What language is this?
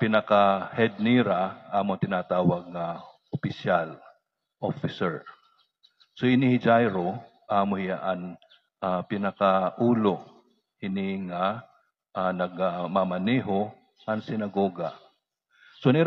Waray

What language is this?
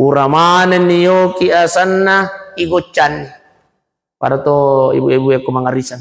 Buginese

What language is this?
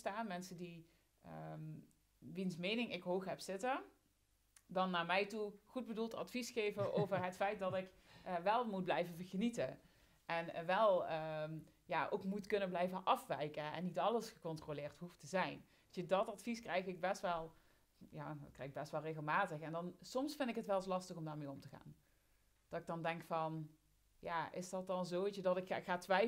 Dutch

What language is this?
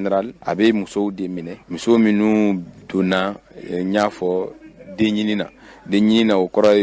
Bambara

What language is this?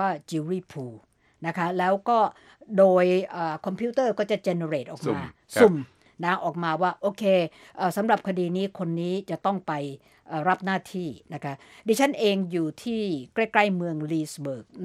Thai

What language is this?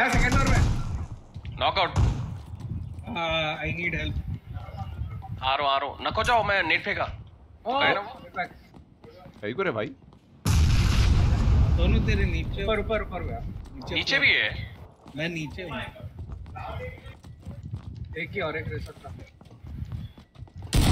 Hindi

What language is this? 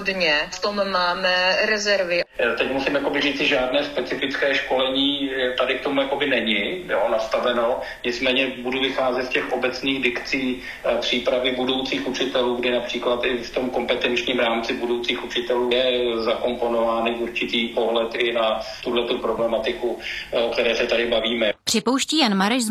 Czech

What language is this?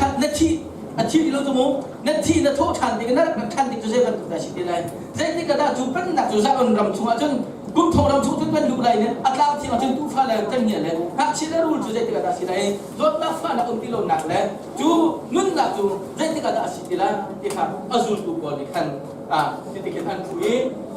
Hakha Chin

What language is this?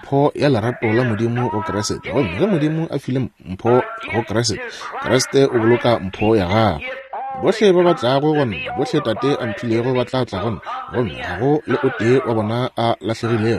Northern Sotho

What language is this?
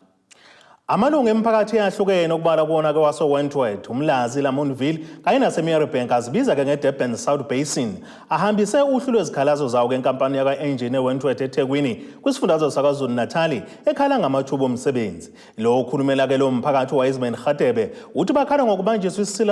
Zulu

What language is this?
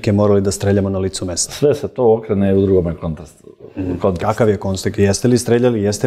Serbian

